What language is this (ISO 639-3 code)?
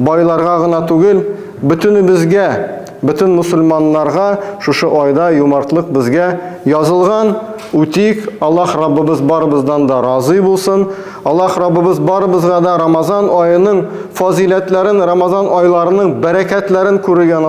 tat